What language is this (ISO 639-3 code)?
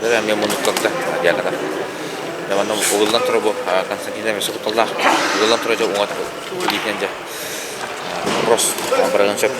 sah